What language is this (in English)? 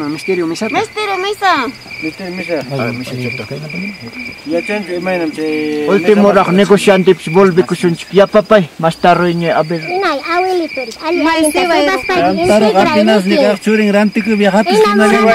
Ayacucho Quechua